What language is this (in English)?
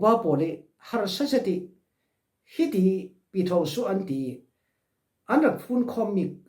Falam Chin